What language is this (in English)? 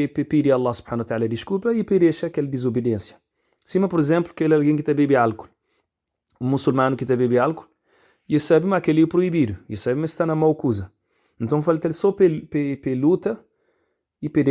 Kabuverdianu